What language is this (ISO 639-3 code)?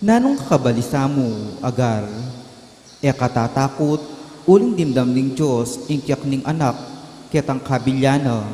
pam